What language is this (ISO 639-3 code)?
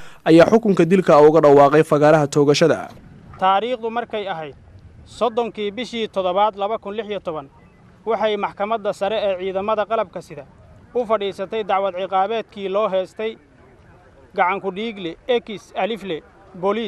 som